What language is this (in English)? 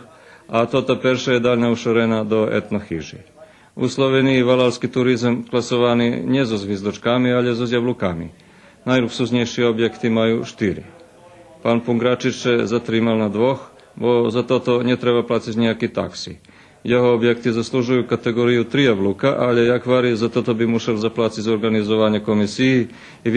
Rusyn